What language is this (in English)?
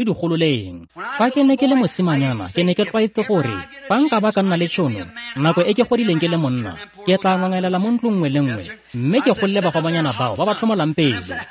Tswana